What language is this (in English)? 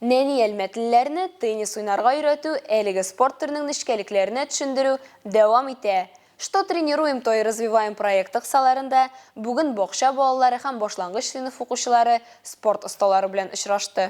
Tatar